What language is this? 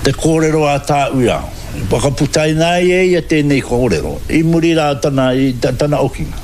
Māori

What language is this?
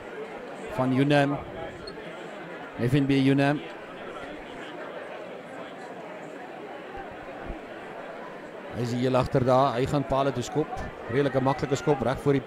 Afrikaans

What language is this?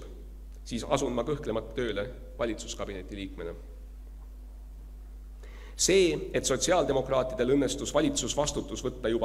Estonian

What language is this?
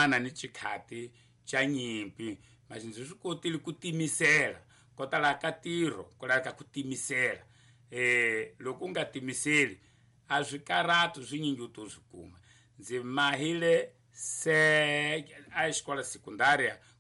Tsonga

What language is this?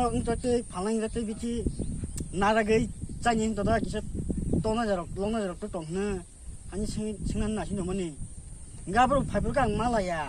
Kok Borok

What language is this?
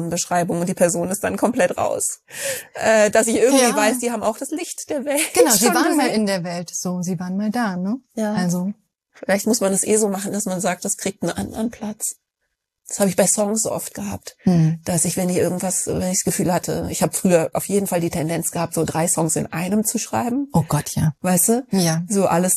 German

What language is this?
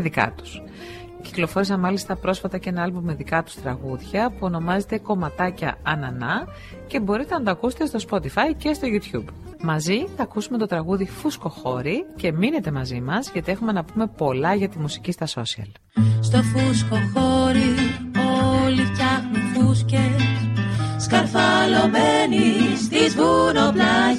Greek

